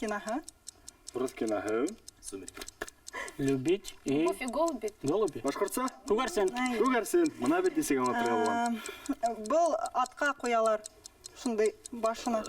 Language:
Bashkir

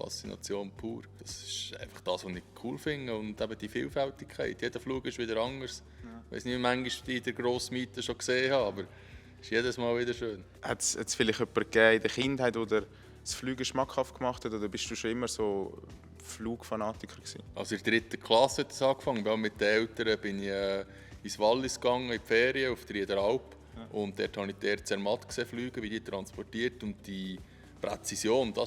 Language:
Swiss German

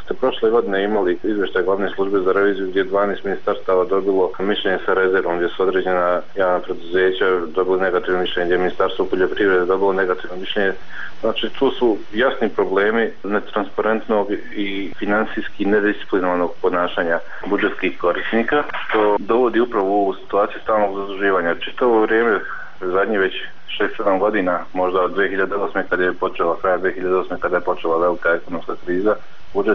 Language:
Bosnian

